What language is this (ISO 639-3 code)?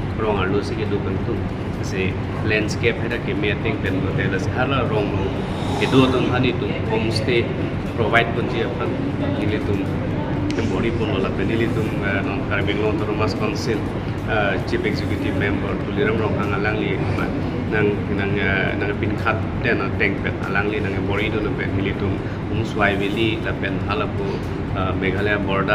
mjw